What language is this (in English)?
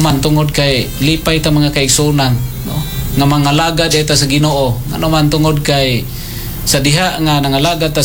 Cebuano